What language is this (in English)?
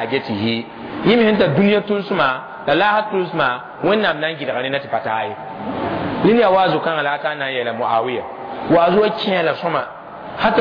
Mossi